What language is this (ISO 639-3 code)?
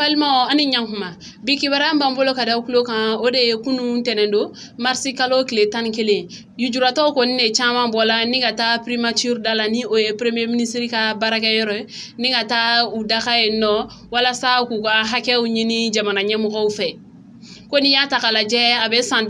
bam